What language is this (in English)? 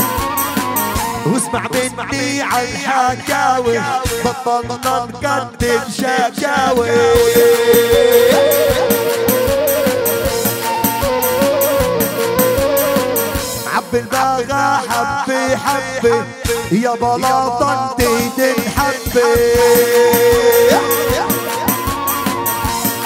South Levantine Arabic